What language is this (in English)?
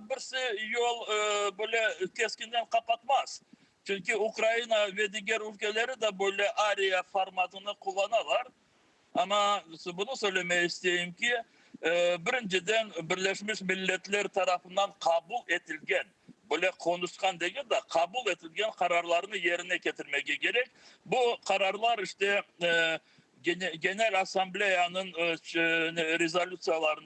Crimean Tatar